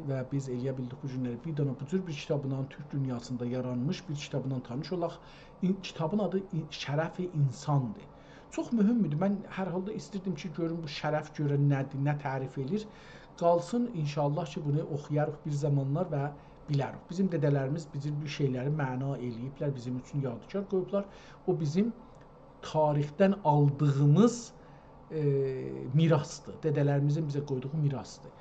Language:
South Azerbaijani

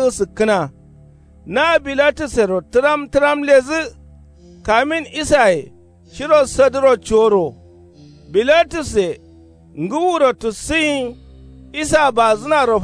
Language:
Kanuri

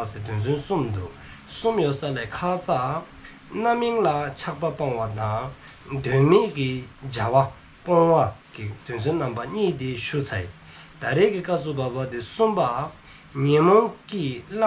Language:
Dzongkha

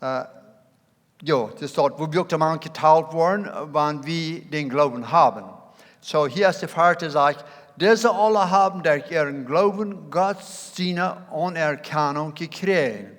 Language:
Plautdietsch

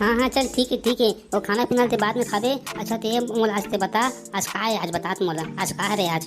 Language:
Chhattisgarhi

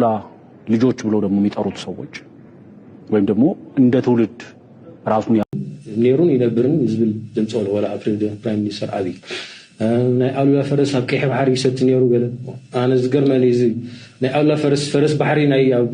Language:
Tigrinya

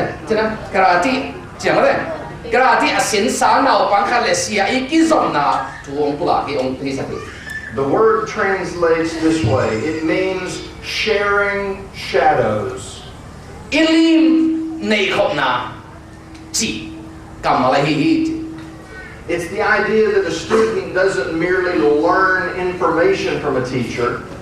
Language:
Tedim Chin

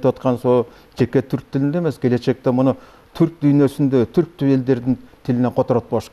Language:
Kyrgyz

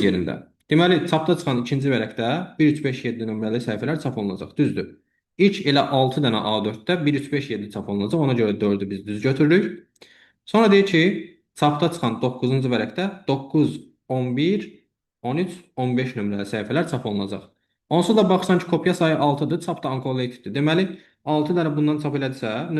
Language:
Azerbaijani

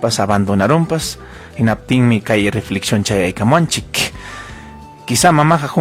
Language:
Ayacucho Quechua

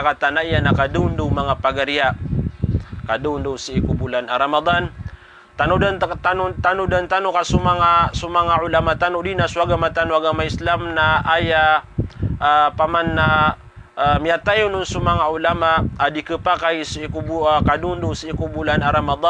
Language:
Maranao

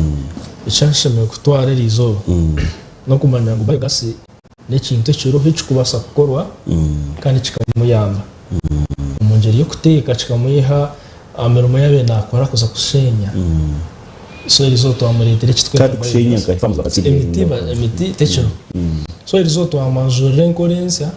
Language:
Nyankole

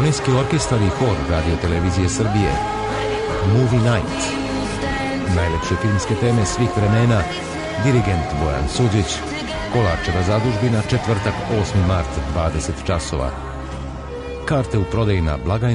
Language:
Serbian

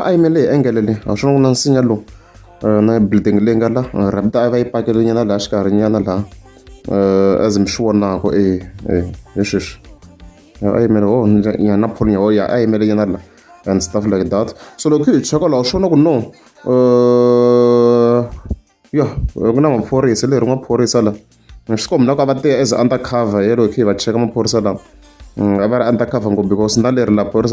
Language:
Tsonga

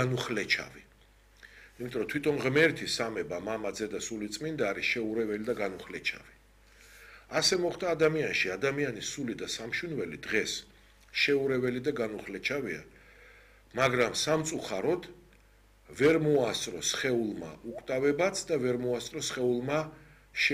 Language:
Georgian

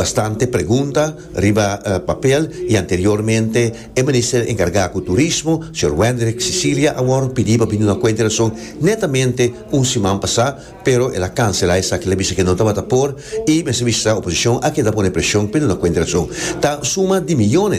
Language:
Papiamento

